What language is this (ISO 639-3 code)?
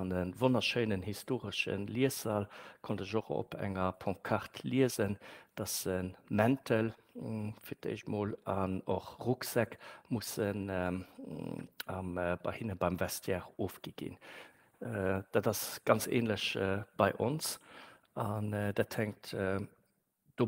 ltz